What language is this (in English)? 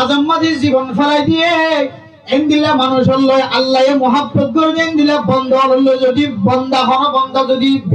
Rohingya